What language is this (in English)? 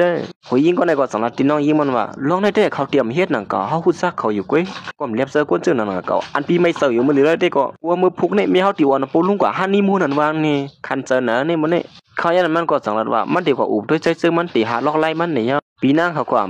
Shan